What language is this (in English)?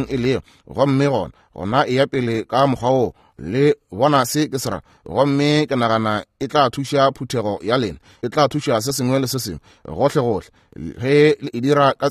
Northern Sotho